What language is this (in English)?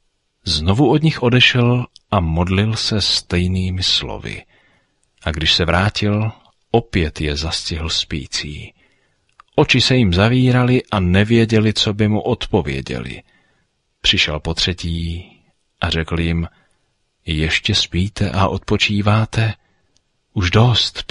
Czech